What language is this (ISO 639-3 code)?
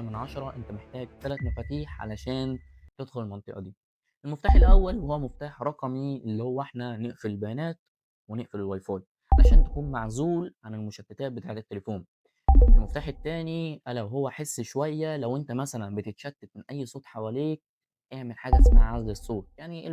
arz